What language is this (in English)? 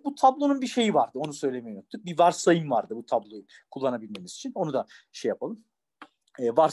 Turkish